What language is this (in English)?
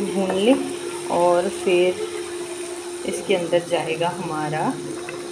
Hindi